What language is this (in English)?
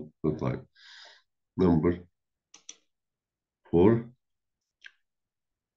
Egyptian Arabic